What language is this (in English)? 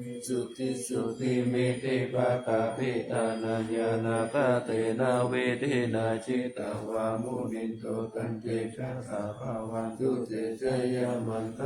Pali